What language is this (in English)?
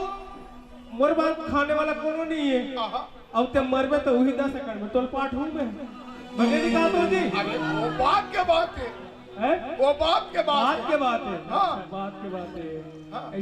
Chhattisgarhi